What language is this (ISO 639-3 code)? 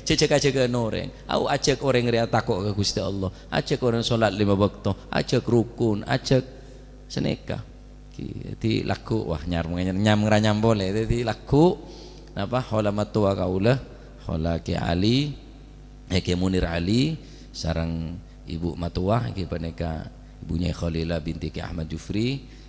mad